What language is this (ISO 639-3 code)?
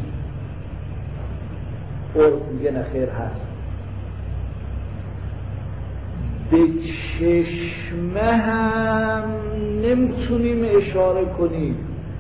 fas